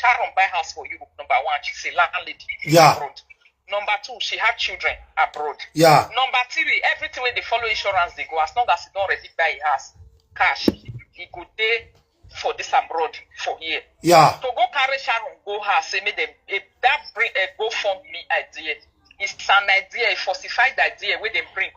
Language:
Nigerian Pidgin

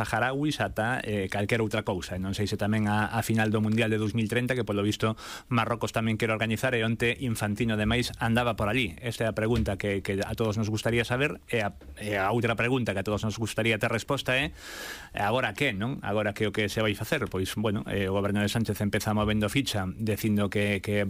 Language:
Galician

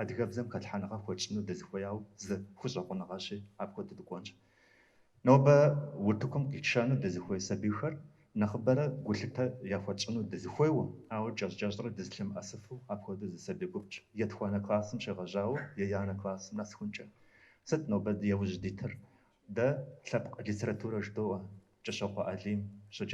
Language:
Kabardian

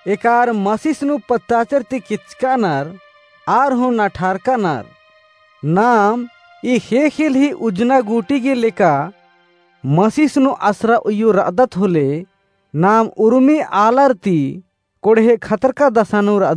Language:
Kurukh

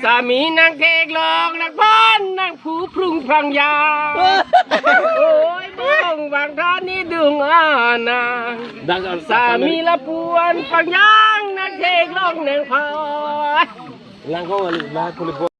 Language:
Karbi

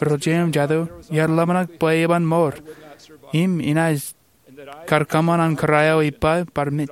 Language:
Marshallese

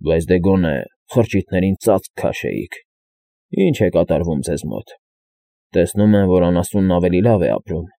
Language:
Armenian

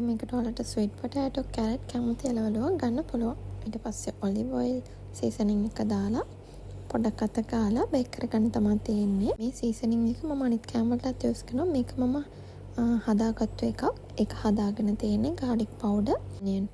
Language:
Sinhala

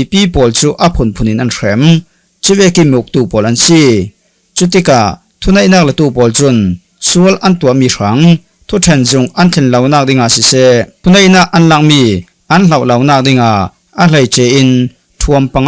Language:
Falam Chin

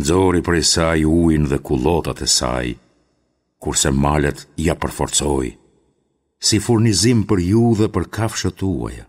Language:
Albanian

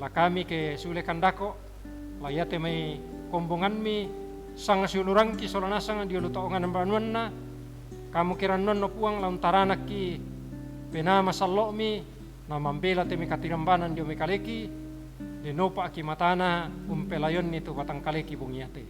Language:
Toraja-Sa'dan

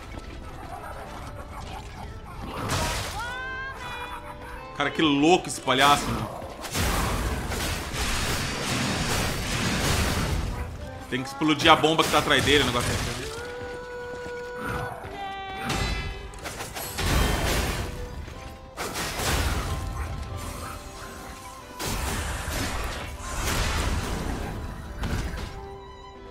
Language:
Portuguese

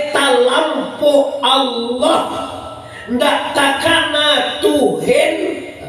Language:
Minangkabau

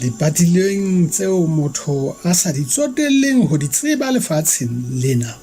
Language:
Southern Sotho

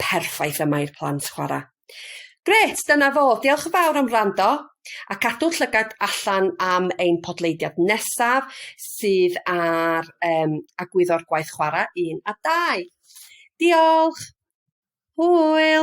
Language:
Welsh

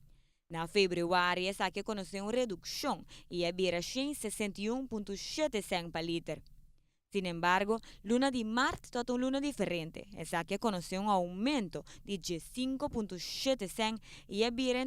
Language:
Papiamento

